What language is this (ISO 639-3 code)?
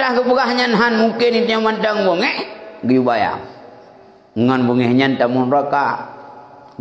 ace